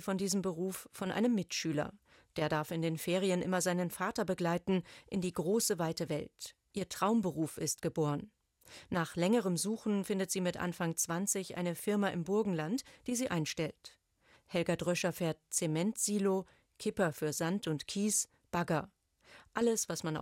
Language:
German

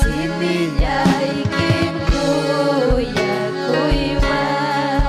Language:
Ayacucho Quechua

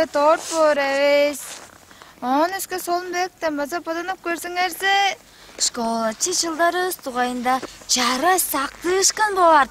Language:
Tuvinian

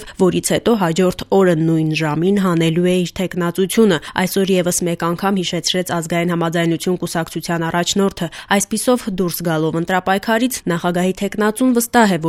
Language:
Armenian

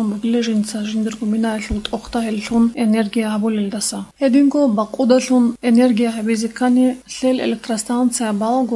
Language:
Avaric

